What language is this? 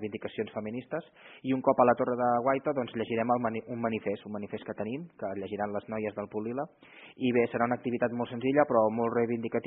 Catalan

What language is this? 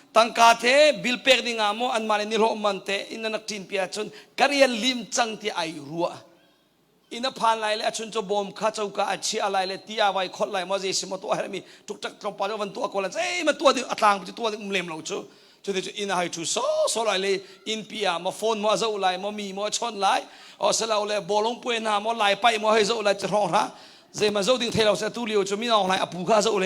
Hakha Chin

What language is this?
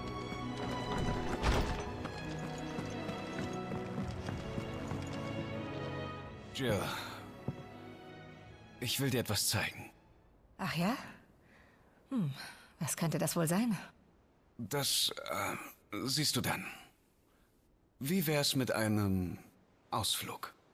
German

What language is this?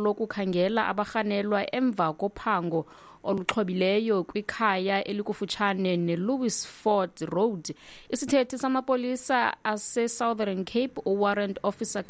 Xhosa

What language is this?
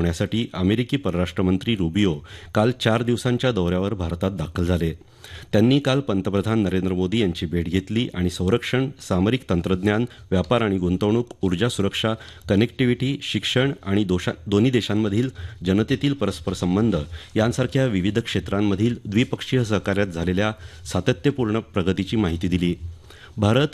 Marathi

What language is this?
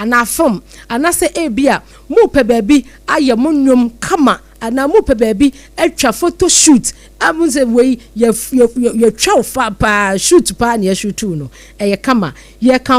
Akan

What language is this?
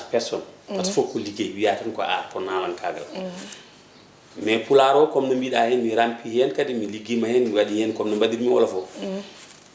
Fula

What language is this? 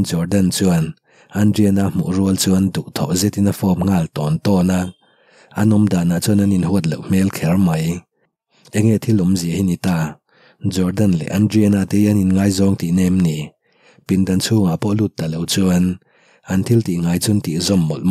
Mizo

